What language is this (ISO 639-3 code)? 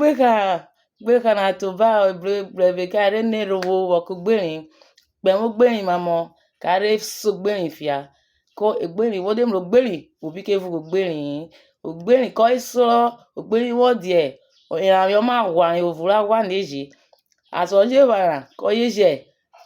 urh